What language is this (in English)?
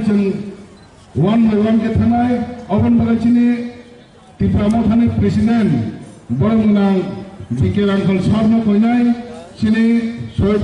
Kok Borok